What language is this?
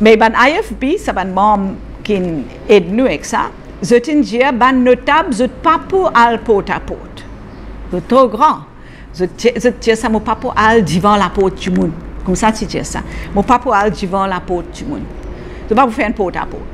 Morisyen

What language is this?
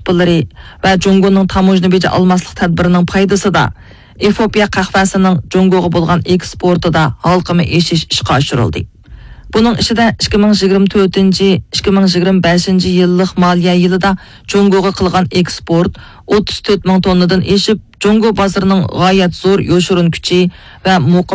Uyghur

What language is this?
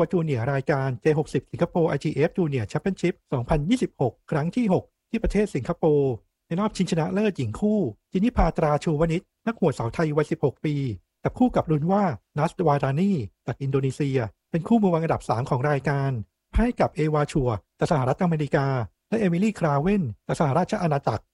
Thai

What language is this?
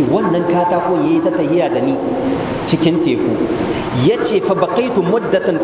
Hausa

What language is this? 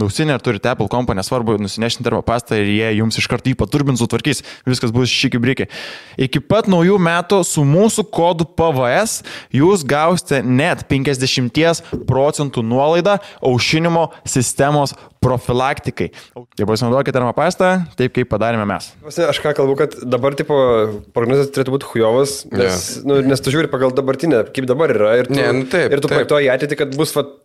Lithuanian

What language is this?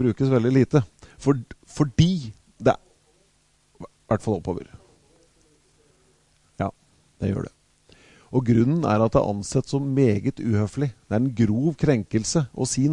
Norwegian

